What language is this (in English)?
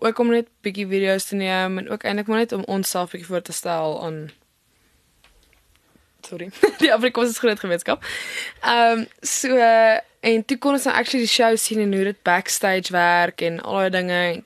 Afrikaans